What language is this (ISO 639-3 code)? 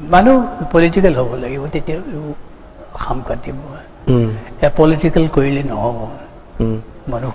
asm